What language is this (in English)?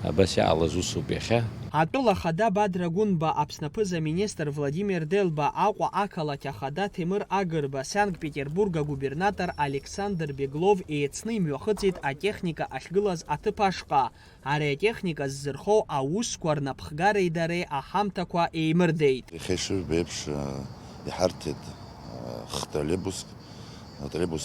Abkhazian